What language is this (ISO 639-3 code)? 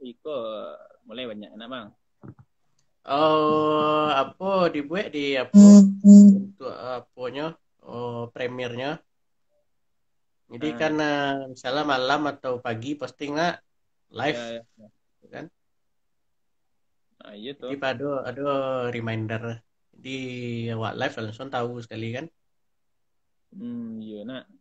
ind